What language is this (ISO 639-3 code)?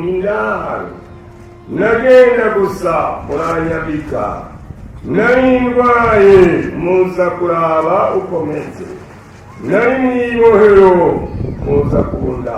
run